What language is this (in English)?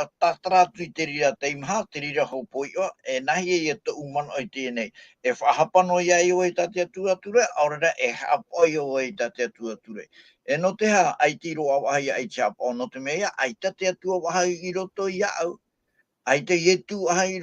Tahitian